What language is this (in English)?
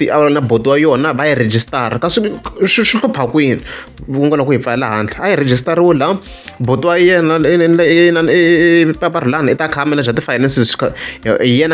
Tsonga